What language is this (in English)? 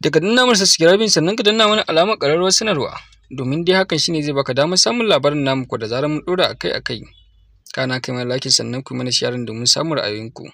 Hausa